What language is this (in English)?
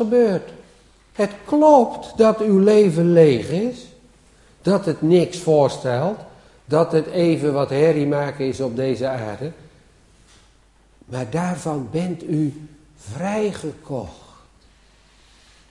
Dutch